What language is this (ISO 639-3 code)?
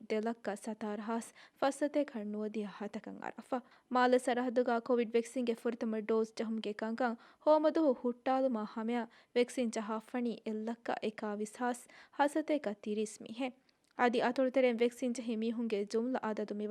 div